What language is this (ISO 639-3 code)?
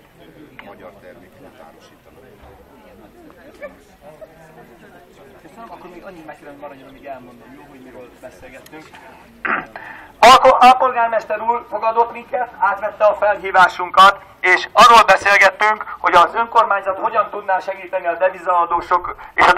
hun